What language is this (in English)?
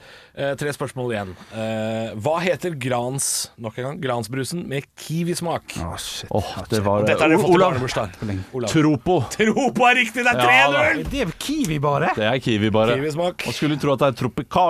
Norwegian